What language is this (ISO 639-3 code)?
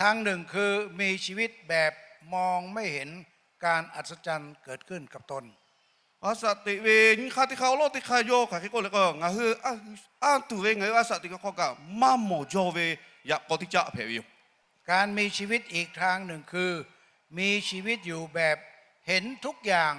lhu